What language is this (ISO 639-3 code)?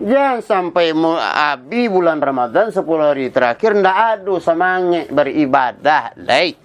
min